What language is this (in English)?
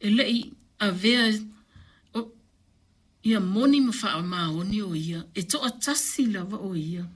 Samoan